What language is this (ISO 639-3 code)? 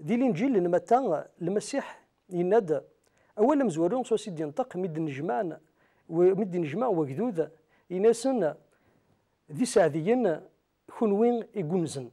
kab